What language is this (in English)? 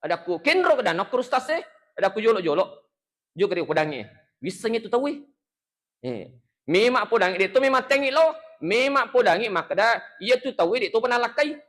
Buginese